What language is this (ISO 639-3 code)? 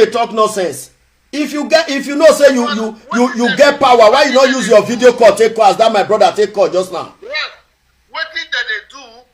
pcm